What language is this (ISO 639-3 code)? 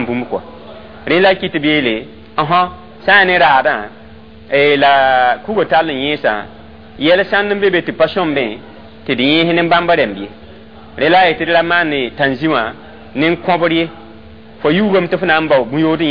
mos